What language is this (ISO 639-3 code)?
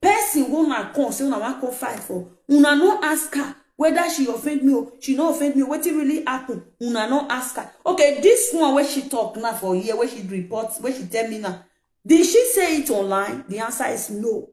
pcm